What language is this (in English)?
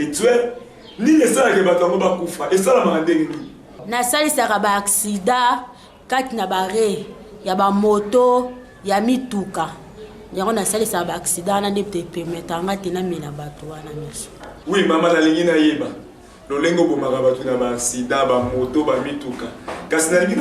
Lingala